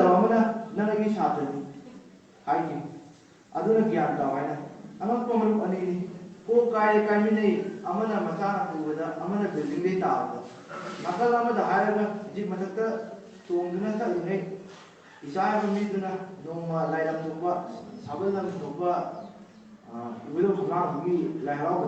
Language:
Manipuri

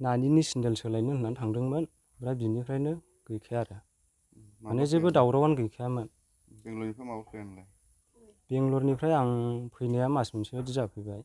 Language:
Bodo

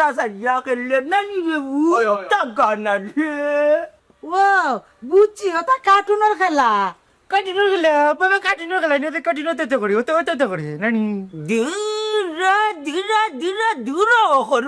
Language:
Sylheti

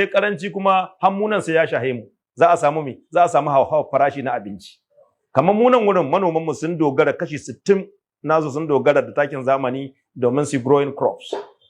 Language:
Hausa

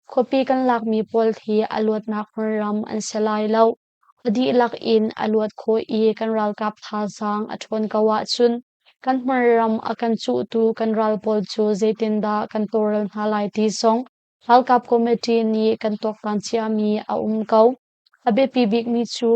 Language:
Hakha Chin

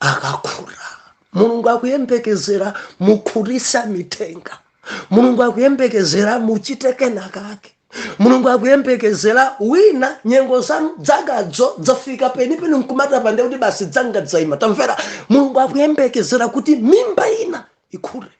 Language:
Nyanja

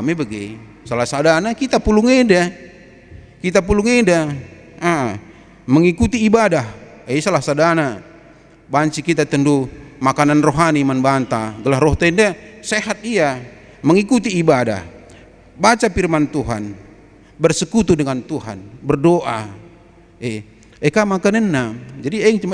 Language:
Batak Karo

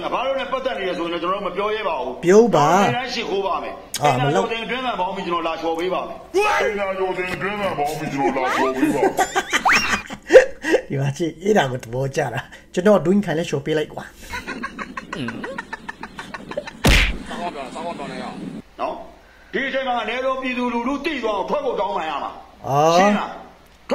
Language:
Burmese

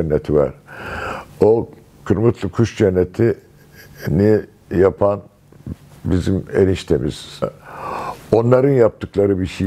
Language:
Turkish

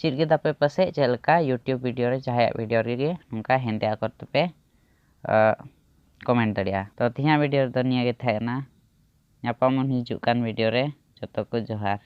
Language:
Santali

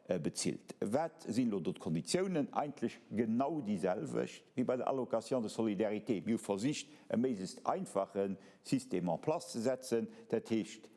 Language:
Luxembourgish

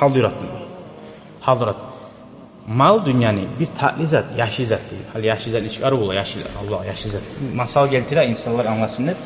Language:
Kumyk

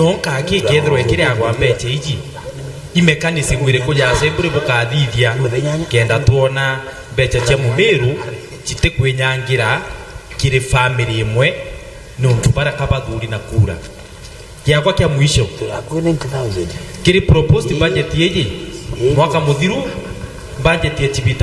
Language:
Meru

